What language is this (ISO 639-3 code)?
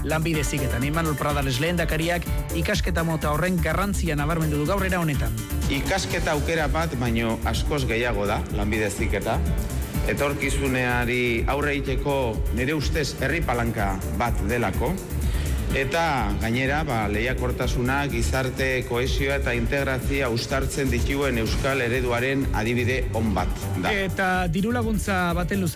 eus